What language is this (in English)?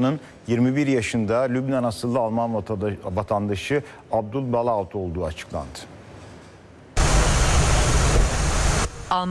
Turkish